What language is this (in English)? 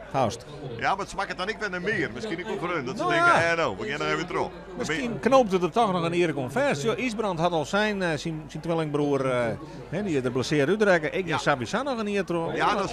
Western Frisian